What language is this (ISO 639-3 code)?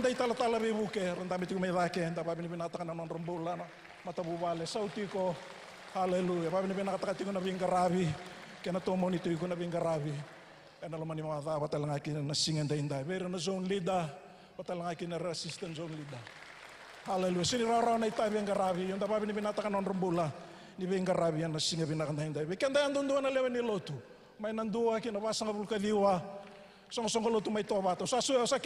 fij